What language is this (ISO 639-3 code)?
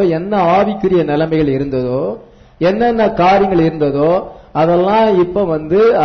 tam